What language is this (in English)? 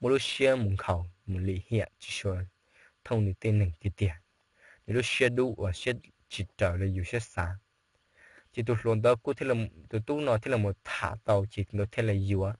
Hmong